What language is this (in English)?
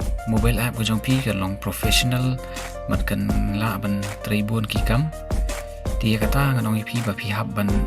Khasi